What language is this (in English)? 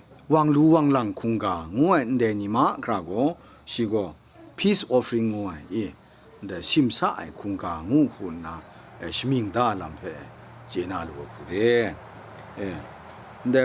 Kachin